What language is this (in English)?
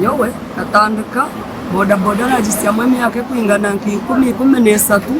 Nyankole